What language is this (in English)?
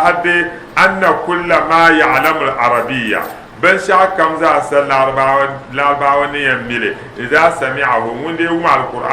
Dagbani